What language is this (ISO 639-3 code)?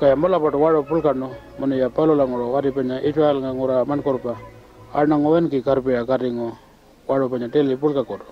pjt